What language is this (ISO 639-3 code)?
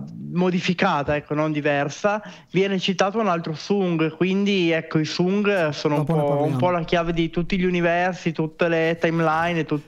ita